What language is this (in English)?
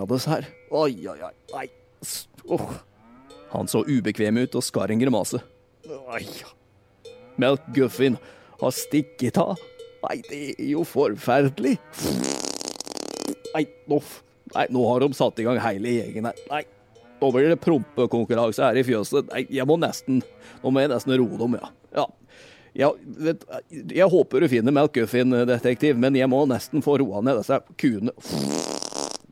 Norwegian